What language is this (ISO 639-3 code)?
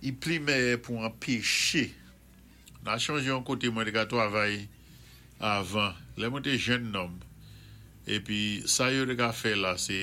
acf